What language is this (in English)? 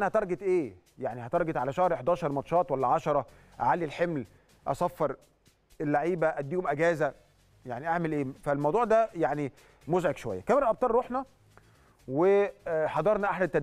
Egyptian Arabic